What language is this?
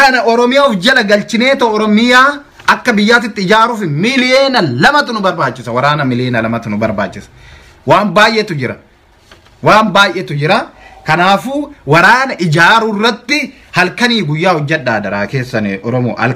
Oromo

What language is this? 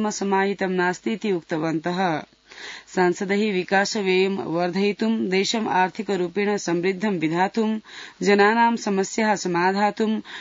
Sanskrit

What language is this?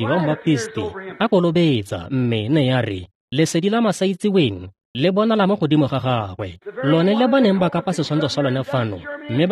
Tswana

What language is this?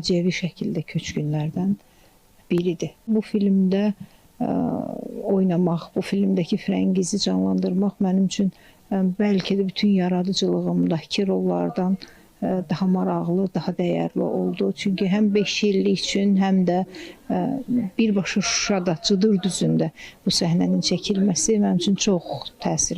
Azerbaijani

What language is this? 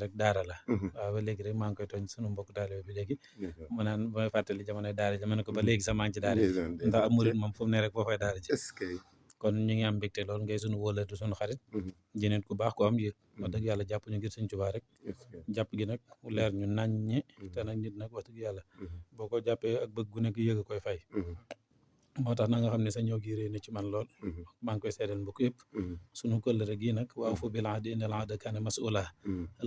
Wolof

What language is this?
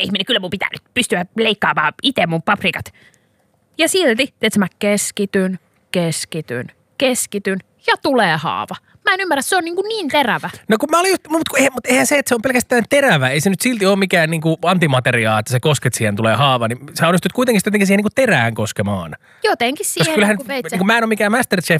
Finnish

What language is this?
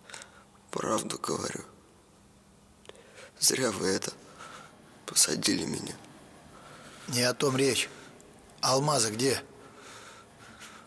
Russian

